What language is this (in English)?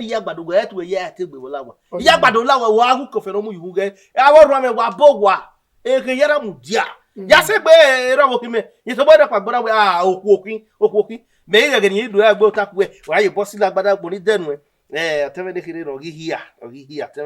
Bini